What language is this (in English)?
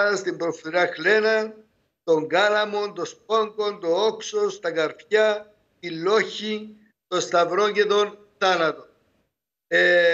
Greek